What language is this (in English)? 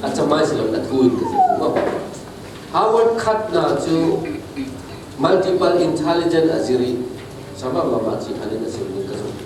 Falam Chin